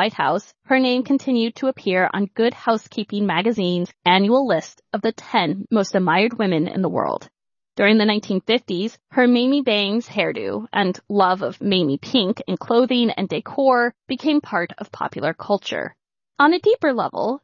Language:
English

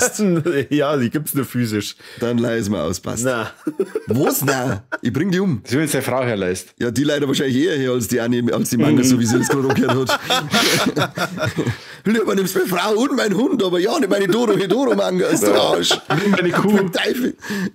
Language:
Bavarian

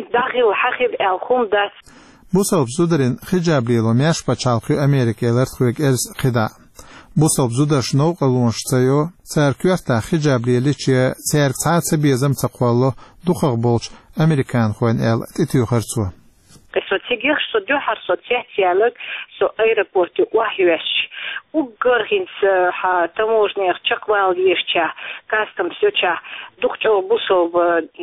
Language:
Chechen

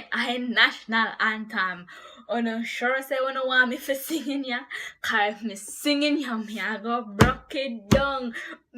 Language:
Jamaican Creole English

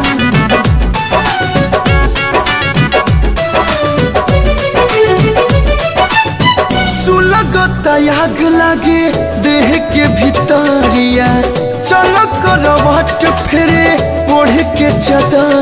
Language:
Bhojpuri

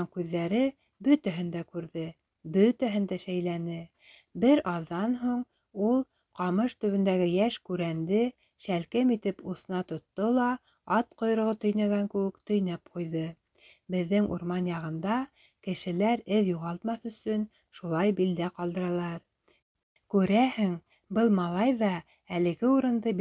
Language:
Bashkir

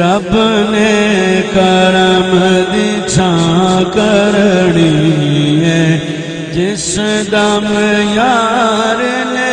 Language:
Saraiki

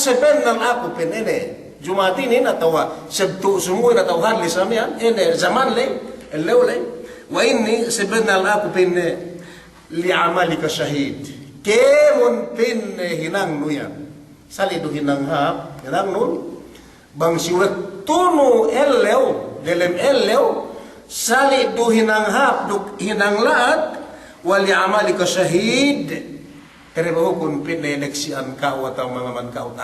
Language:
Yakan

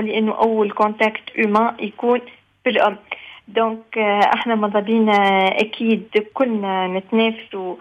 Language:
Tunisian Arabic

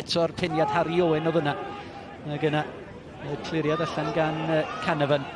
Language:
Welsh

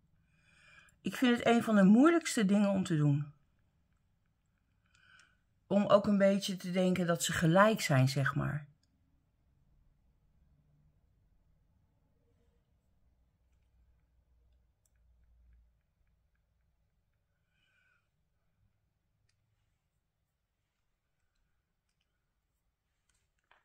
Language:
Dutch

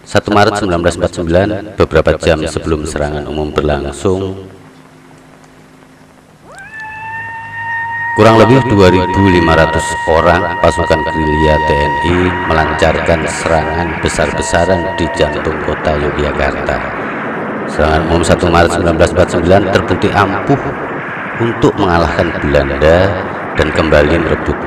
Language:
Indonesian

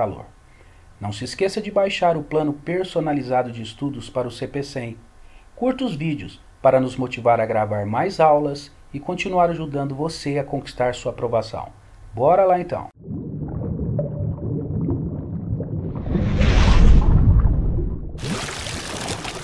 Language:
Portuguese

